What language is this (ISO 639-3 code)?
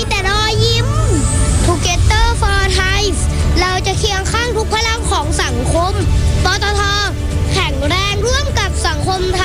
tha